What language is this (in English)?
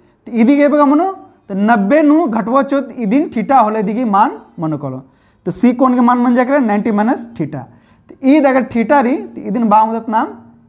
Kurukh